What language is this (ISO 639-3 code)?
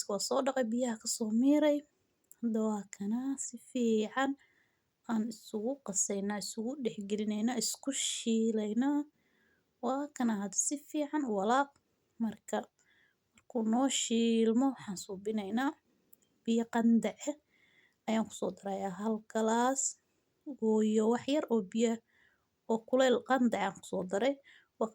som